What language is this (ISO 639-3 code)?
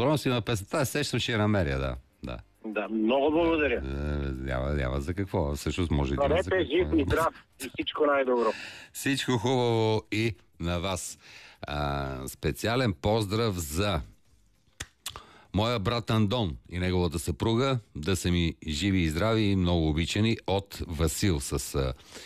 bul